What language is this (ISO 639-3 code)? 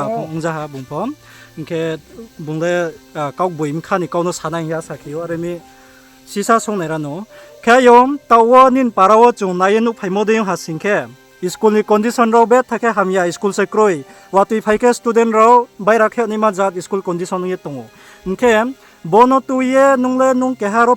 ria